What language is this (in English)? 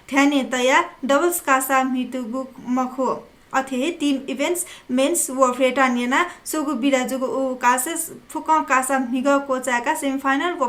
Newari